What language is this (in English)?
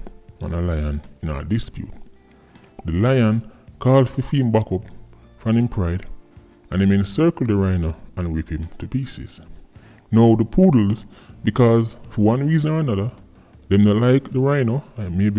Jamaican Creole English